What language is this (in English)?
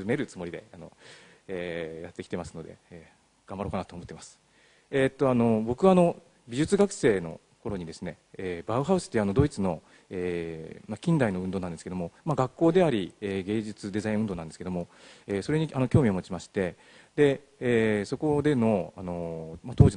Japanese